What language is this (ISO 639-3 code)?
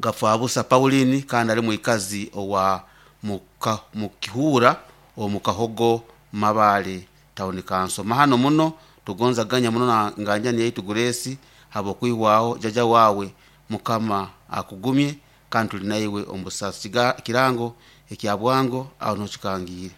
nyo